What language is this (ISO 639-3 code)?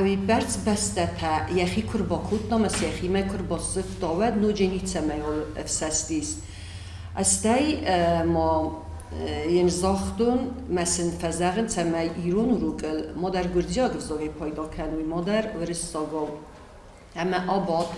oss